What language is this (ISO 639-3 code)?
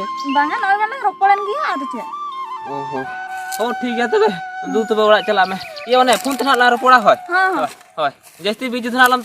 sat